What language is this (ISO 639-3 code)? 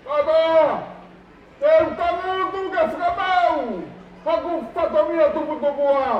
ton